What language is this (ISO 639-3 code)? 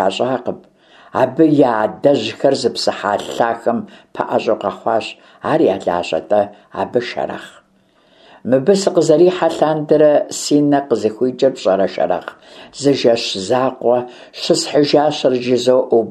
kbd